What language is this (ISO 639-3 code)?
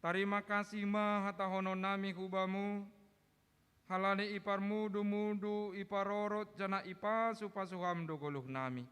bts